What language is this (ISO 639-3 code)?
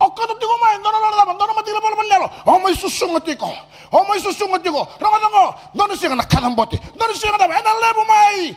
fij